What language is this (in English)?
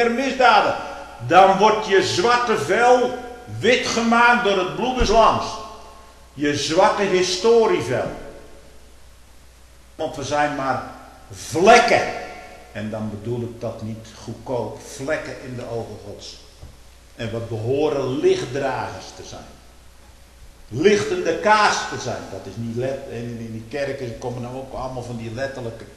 Dutch